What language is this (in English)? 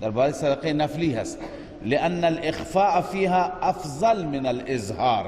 Persian